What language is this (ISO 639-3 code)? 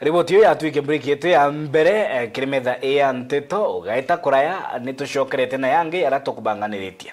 mer